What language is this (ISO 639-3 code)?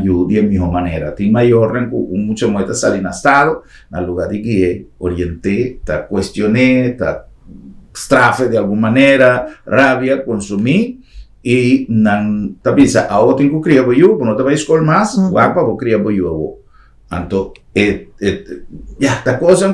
pap